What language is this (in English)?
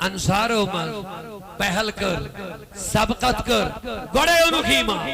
Kashmiri